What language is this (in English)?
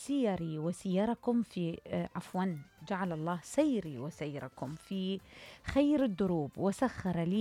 Mesopotamian Arabic